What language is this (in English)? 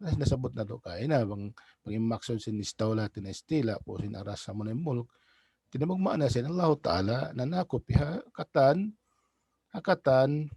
Tausug